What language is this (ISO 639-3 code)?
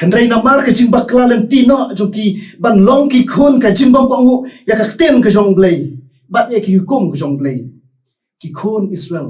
kha